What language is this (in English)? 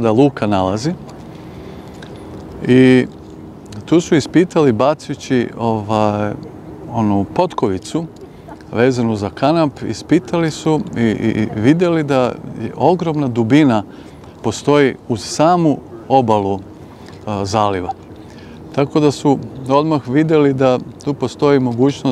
Serbian